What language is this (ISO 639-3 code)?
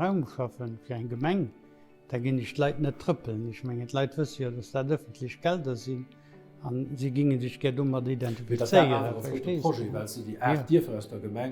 ltz